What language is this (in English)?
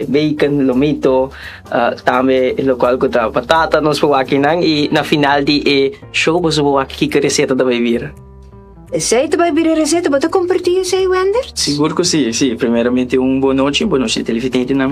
Papiamento